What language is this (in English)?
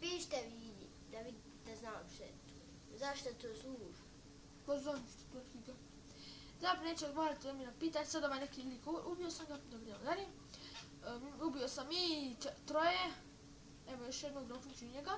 Bosnian